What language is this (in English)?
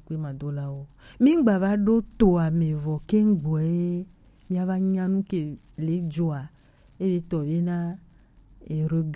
Gen